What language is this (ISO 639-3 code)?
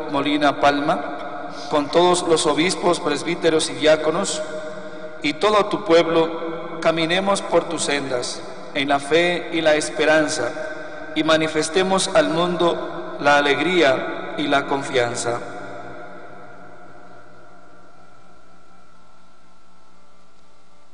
spa